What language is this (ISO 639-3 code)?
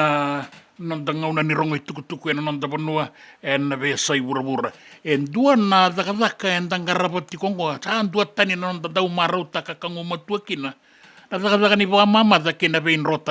fij